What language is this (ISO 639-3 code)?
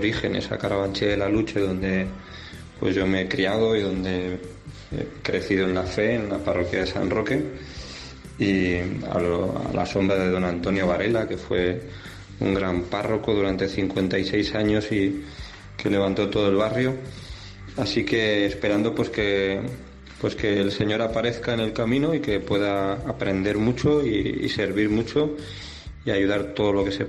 spa